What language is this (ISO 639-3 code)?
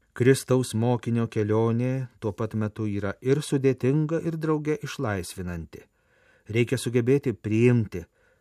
lit